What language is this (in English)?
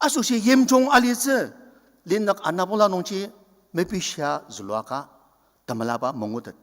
Ao Naga